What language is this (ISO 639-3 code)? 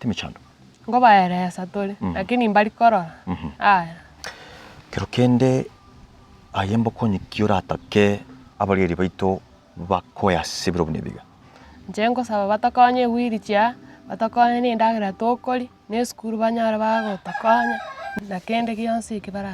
guz